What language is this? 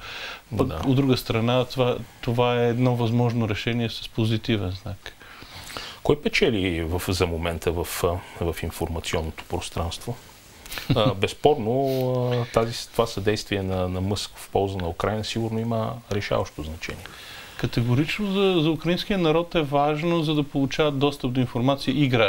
Bulgarian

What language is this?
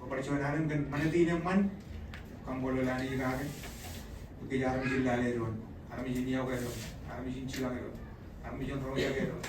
Marshallese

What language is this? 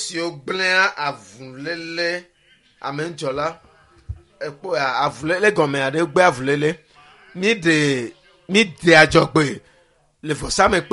Ewe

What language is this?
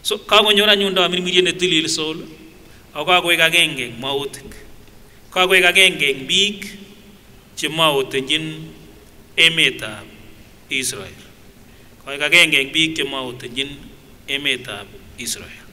Kipsigis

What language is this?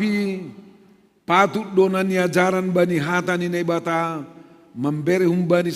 Batak Simalungun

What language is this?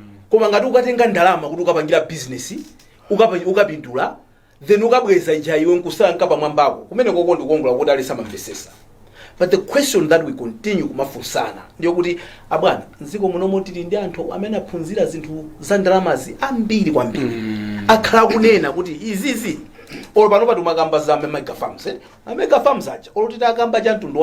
Nyanja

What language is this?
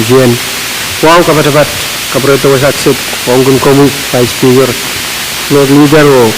Pohnpeian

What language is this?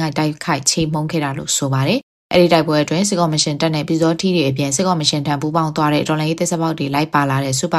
Burmese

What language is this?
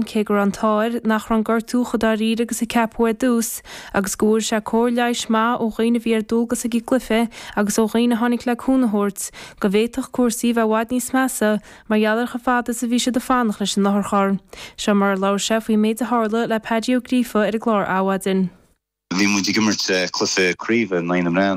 Irish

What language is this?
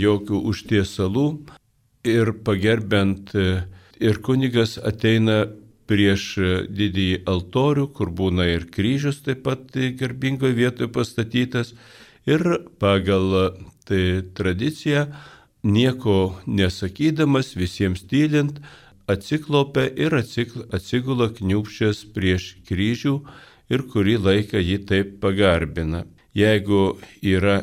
Lithuanian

